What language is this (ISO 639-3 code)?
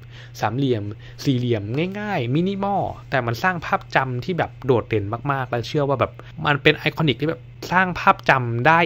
tha